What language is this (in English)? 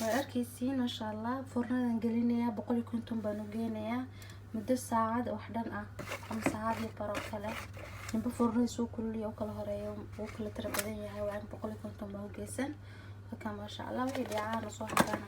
Somali